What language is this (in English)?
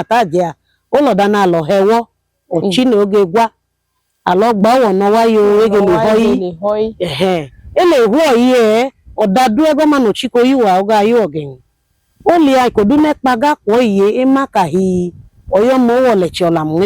Idoma